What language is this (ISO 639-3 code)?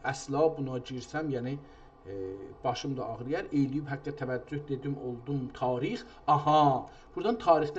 azb